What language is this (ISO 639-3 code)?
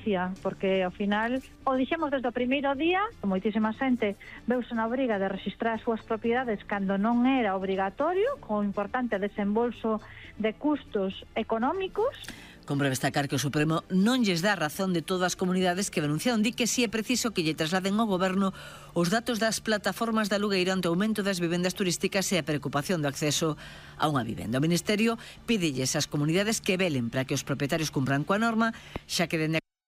glg